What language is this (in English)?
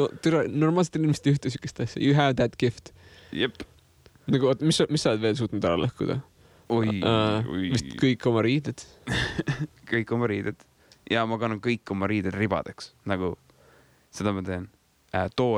Estonian